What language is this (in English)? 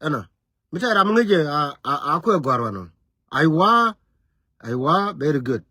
Nuer